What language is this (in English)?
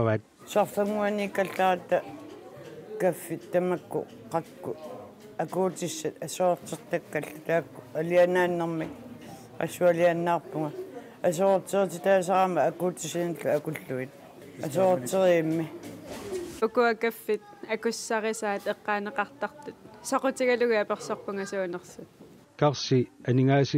Kalaallisut